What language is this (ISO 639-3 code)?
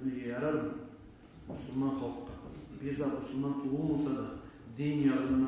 kum